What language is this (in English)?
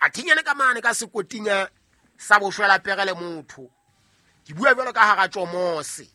Southern Sotho